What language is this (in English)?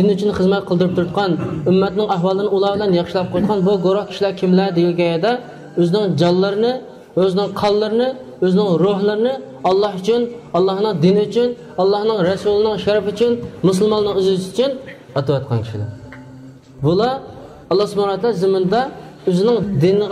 Uyghur